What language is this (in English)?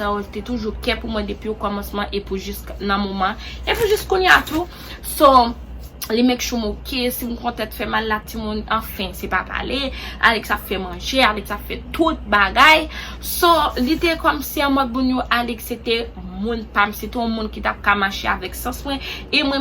Haitian Creole